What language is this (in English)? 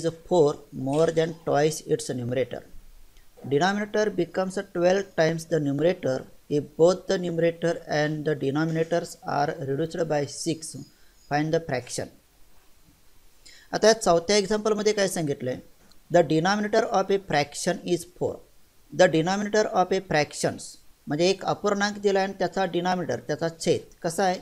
Marathi